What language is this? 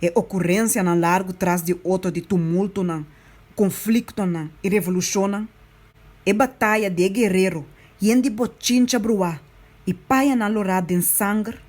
Papiamento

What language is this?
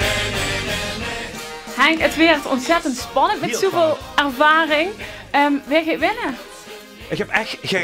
Limburgish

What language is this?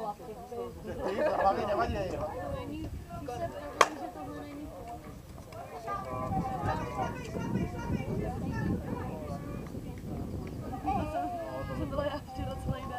Czech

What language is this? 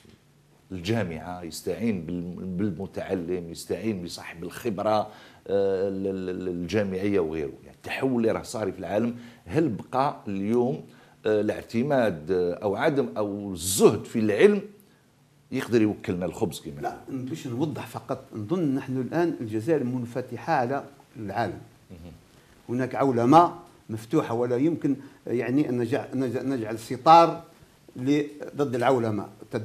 Algerian Arabic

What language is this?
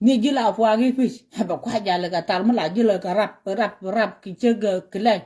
Nuer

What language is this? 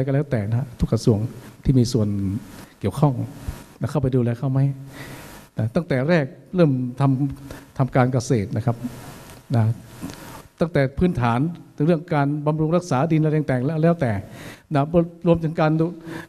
Thai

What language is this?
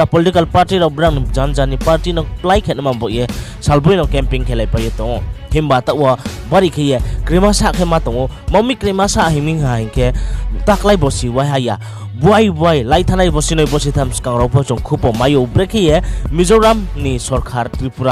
Riang (India)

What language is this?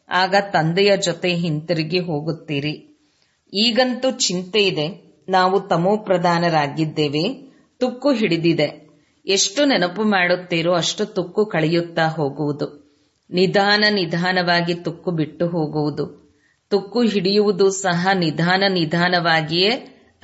Kannada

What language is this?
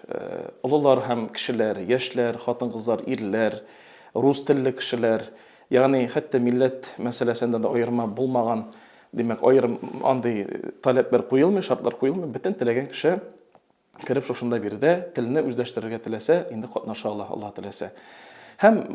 Tatar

